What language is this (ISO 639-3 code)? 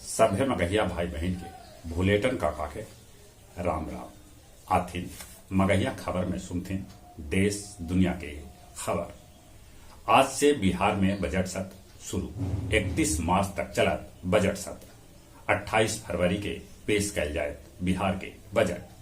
mag